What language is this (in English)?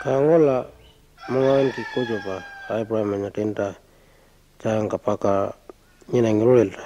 Pitjantjatjara